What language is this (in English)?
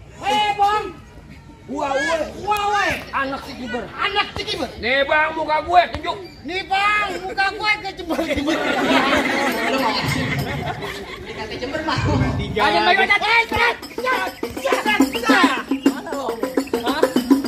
Betawi